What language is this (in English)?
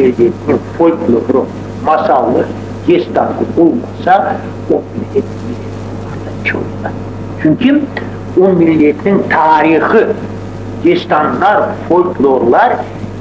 Crimean Tatar